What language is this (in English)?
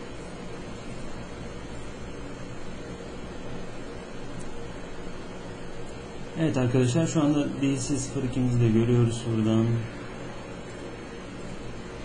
Turkish